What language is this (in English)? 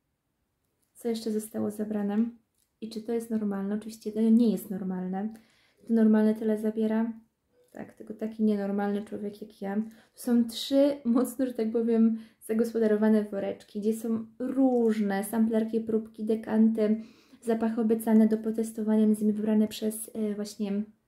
Polish